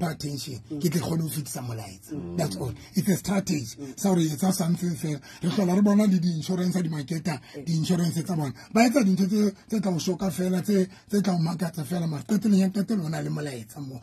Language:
Southern Sotho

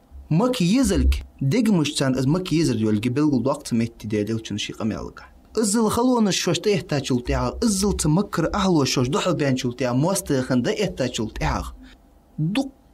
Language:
Ingush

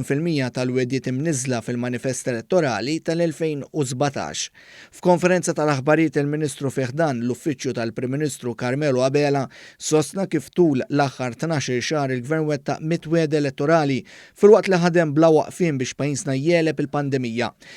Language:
Maltese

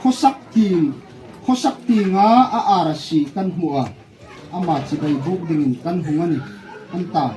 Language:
Hmar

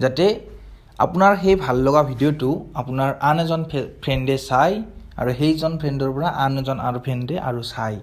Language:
Assamese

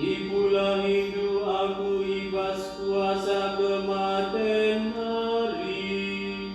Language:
Batak Karo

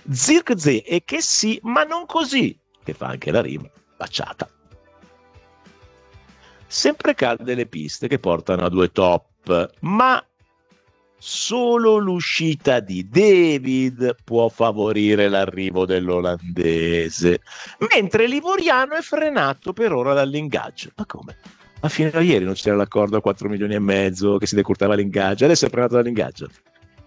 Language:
Italian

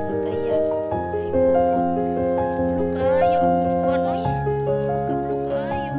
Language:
Cebuano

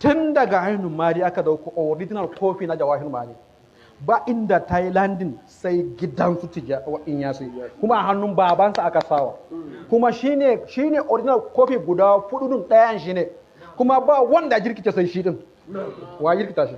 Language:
Hausa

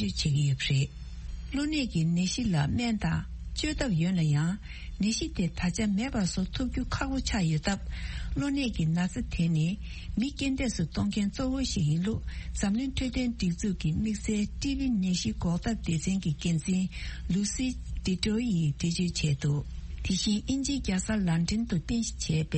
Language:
Tibetan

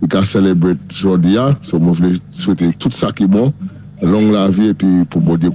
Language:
Saint Lucian Creole French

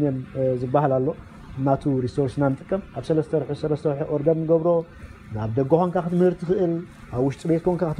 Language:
Tigrinya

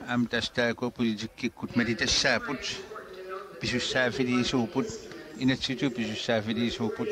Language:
Kalaallisut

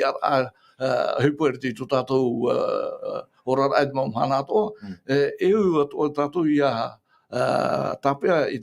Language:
Tahitian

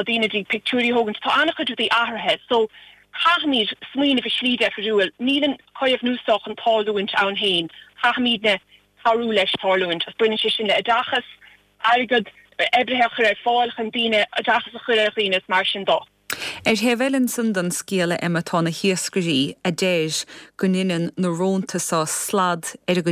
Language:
Irish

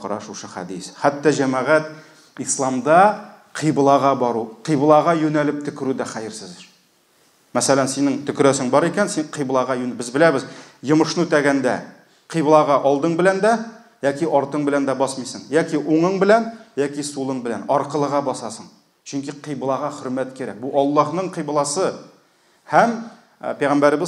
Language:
Tatar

